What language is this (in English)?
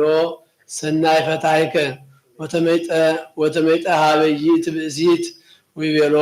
Geez